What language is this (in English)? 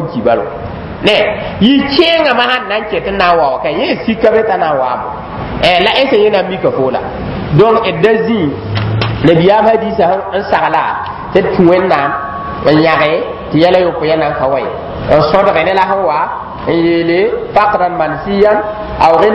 Mossi